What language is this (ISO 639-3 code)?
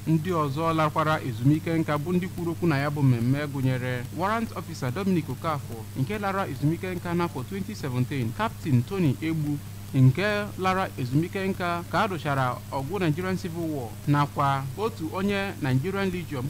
ibo